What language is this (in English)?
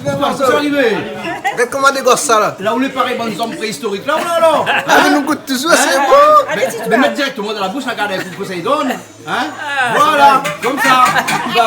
Réunion Creole French